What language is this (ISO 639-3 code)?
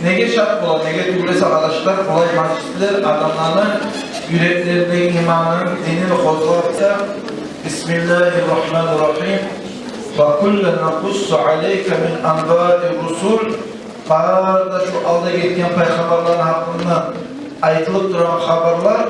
kum